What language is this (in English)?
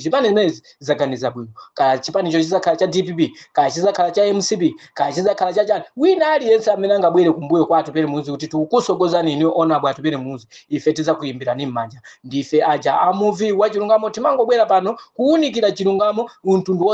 Nyanja